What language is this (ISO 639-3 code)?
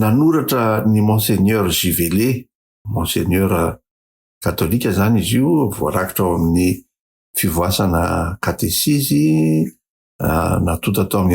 mlg